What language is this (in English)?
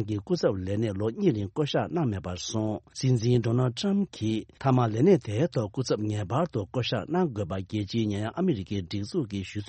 Tibetan